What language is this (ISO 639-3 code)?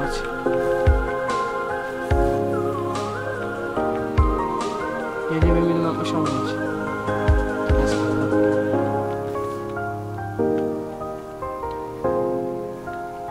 pol